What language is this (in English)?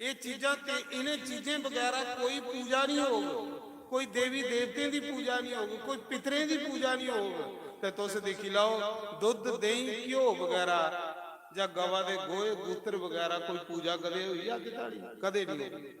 Dogri